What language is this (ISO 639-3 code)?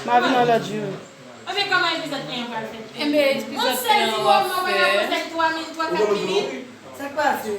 hat